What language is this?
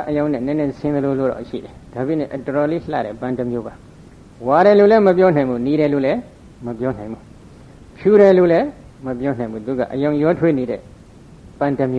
Burmese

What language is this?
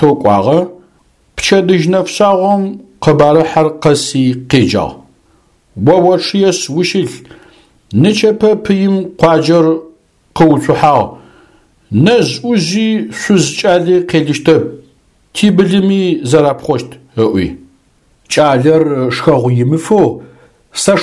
Adyghe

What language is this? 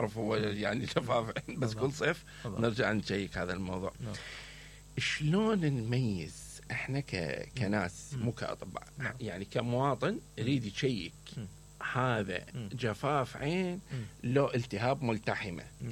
Mesopotamian Arabic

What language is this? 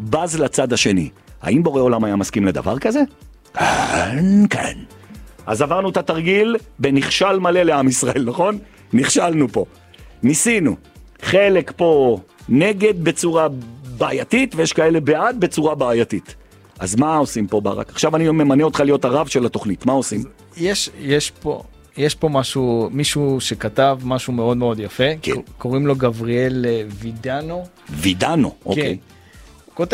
Hebrew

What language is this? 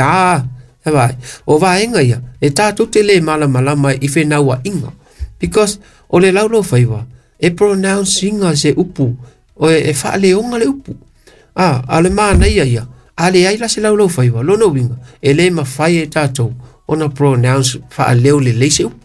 Samoan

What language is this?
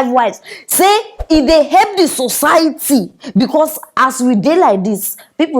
Nigerian Pidgin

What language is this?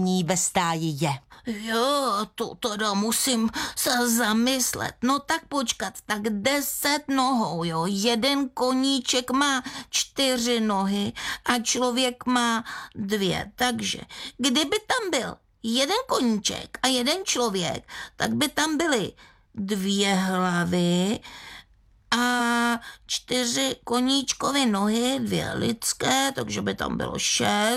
Czech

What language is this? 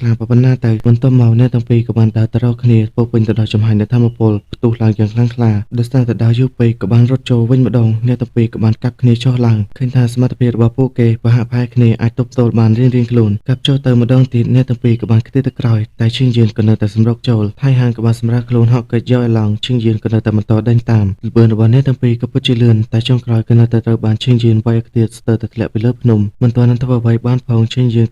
Khmer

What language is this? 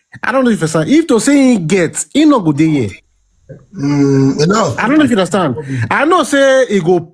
Nigerian Pidgin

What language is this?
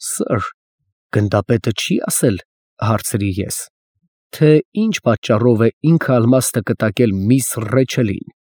Armenian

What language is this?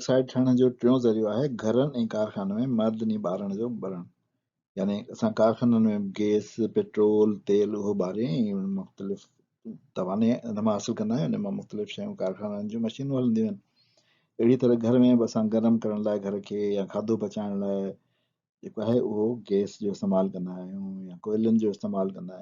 Sindhi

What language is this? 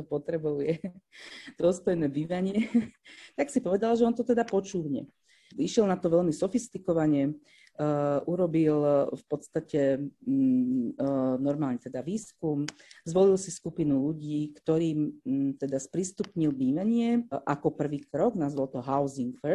Slovak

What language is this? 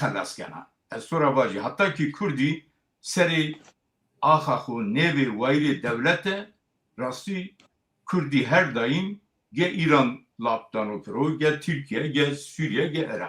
Zaza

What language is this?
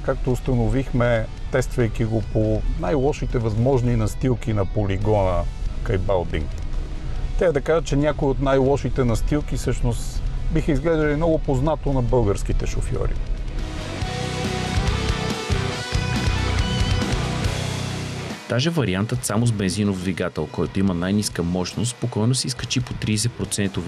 Bulgarian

